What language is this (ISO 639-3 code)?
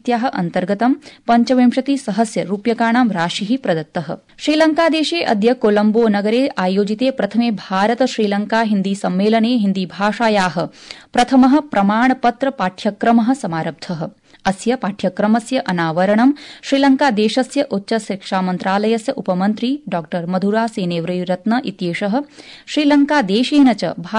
san